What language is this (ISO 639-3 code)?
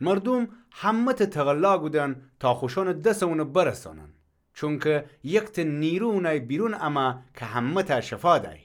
glk